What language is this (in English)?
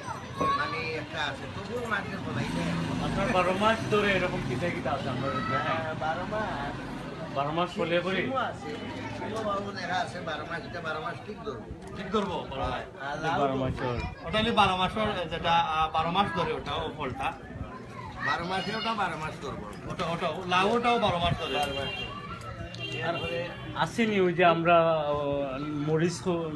Sylheti